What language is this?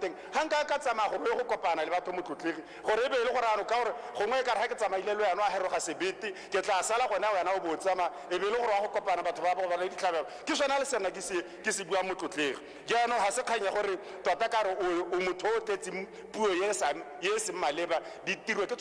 Tswana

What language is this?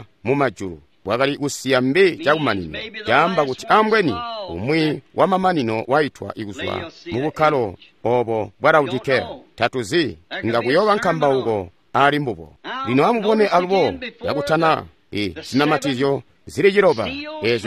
Tonga (Zambia)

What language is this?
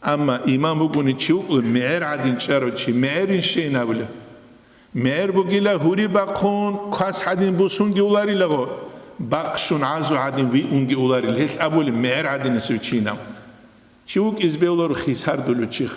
Avaric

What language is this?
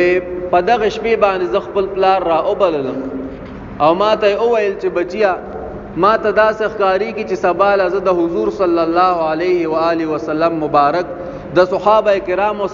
Pashto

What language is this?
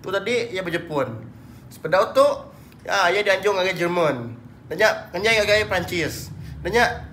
Iban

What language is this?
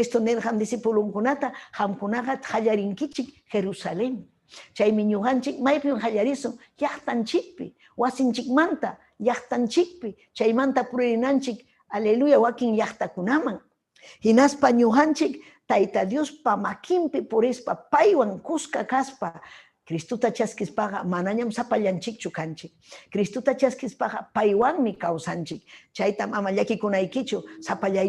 Ayacucho Quechua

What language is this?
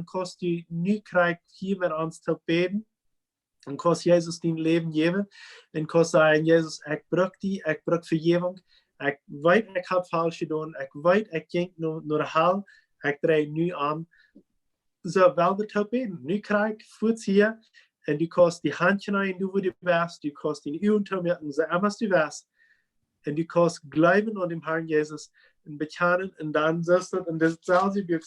Plautdietsch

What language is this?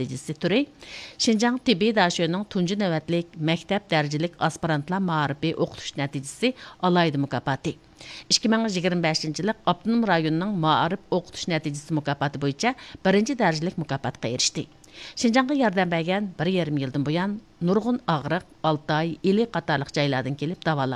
Uyghur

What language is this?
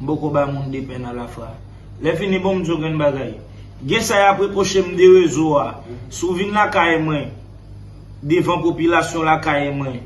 Haitian Creole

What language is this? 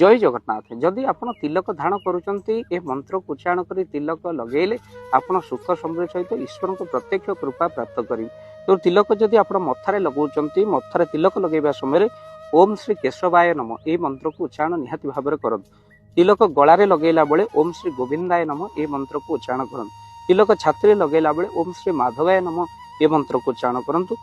Odia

